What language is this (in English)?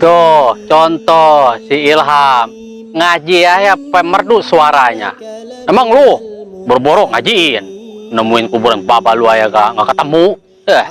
Betawi